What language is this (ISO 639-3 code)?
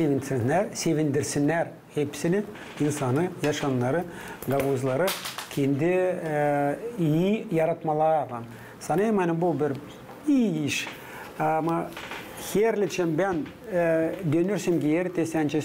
gag